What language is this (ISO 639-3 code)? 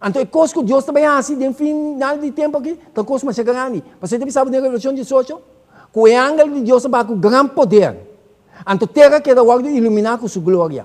pap